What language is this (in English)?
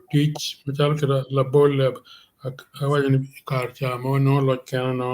Acoli